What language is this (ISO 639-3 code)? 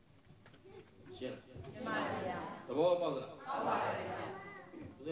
mya